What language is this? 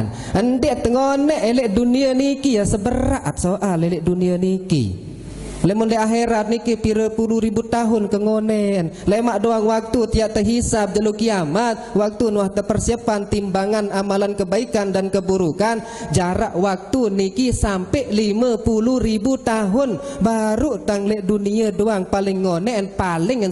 Sasak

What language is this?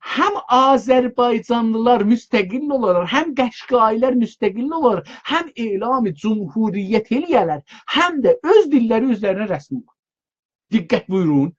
South Azerbaijani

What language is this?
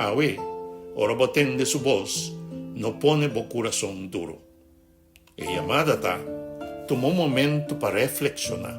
Papiamento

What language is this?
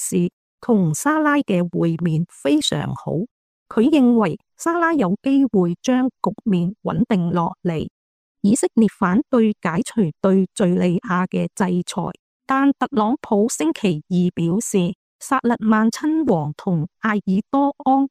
Cantonese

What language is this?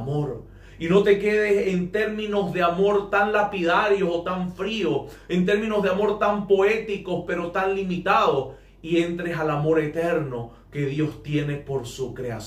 Spanish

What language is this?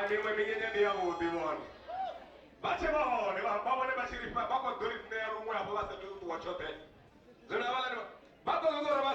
Venda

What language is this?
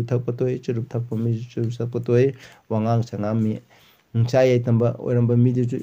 Manipuri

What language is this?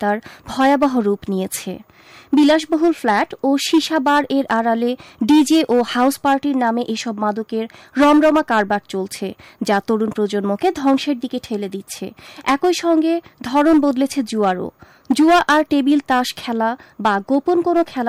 Bangla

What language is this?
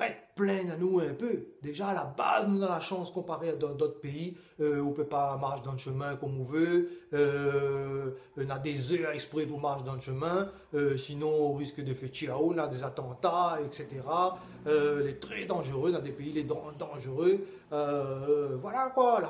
Réunion Creole French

